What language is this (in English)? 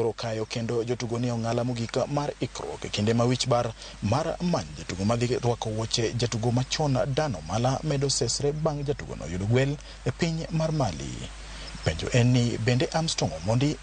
Luo (Kenya and Tanzania)